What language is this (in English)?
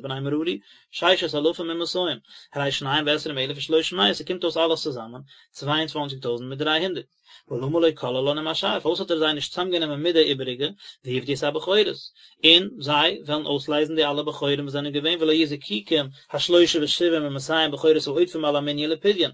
Yiddish